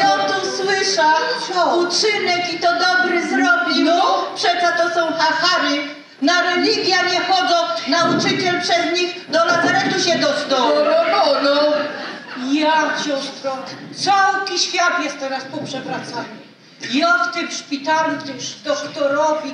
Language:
Silesian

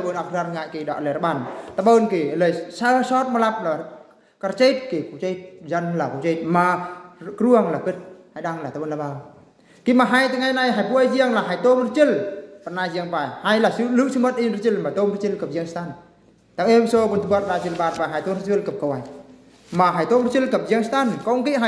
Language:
Eastern Bru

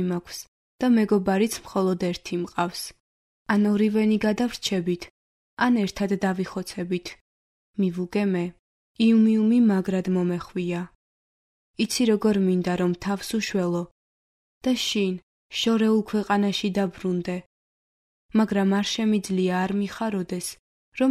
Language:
Georgian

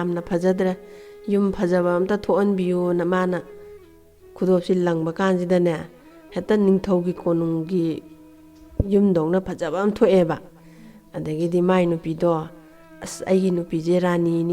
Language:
Manipuri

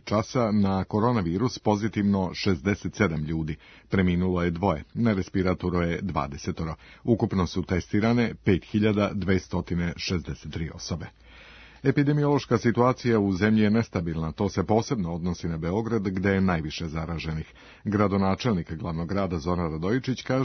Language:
Serbian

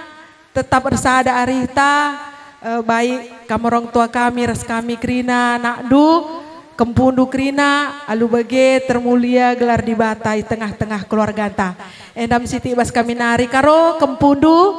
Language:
Batak Karo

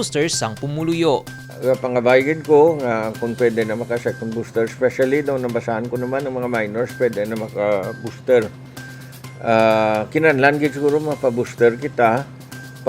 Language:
Hiligaynon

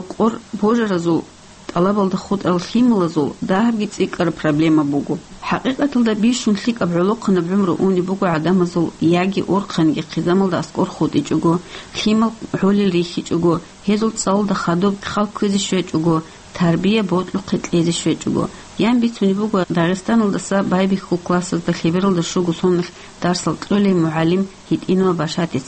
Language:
Avaric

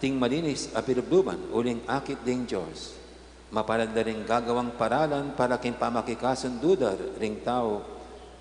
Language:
Pampanga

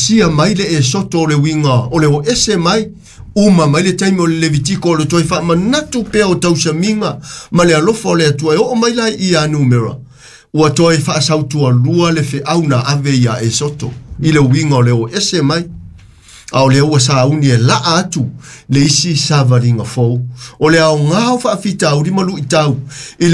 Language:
Samoan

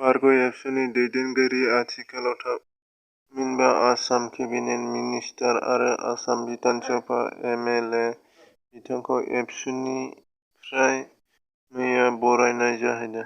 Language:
Bodo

